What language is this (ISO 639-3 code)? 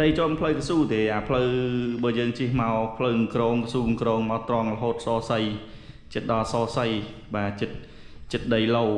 khm